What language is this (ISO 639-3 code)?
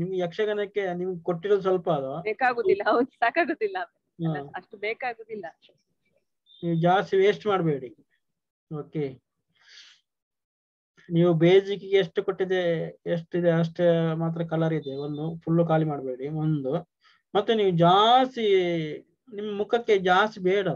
kan